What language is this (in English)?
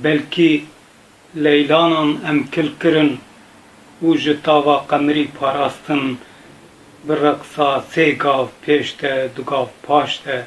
Kurdish